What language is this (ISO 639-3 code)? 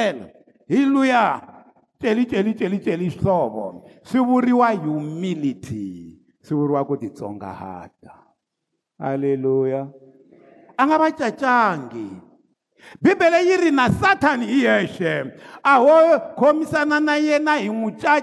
tso